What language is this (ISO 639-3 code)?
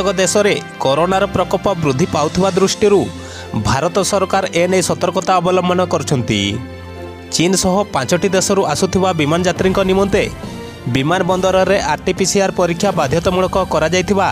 ori